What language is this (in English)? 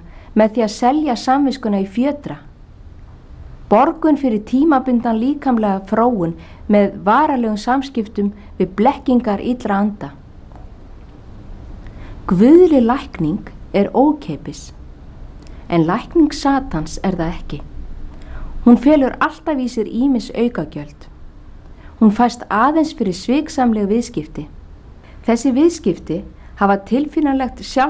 Icelandic